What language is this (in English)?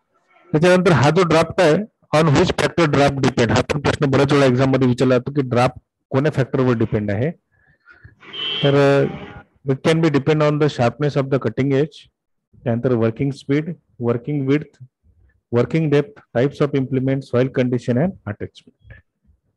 Marathi